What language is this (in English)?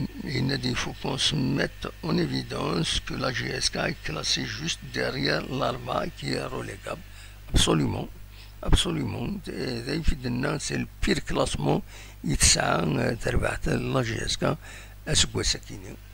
Kabyle